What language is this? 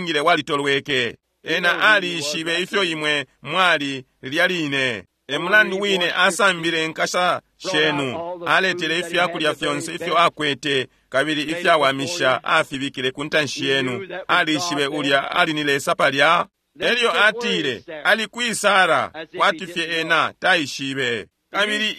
Bemba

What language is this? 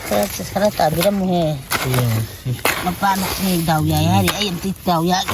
Manipuri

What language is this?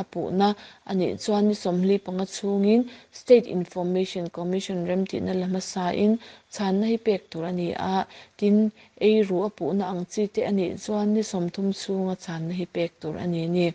Mizo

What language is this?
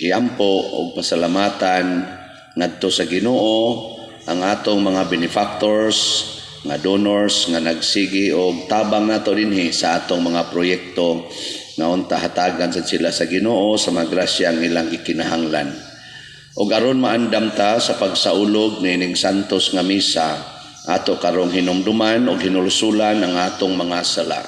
Cebuano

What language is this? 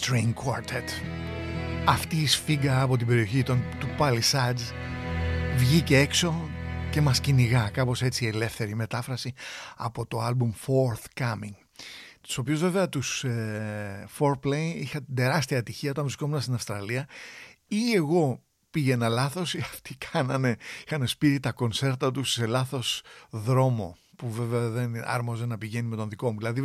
Greek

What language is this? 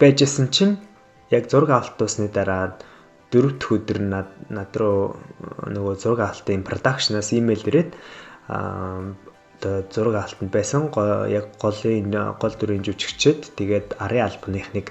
Mongolian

